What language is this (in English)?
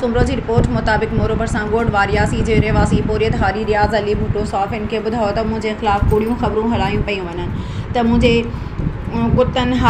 Sindhi